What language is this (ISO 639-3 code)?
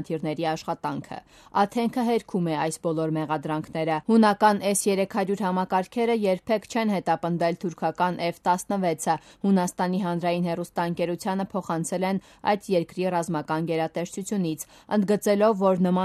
hye